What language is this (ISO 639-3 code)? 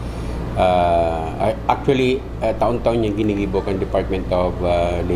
bik